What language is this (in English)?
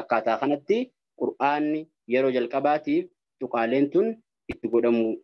Oromo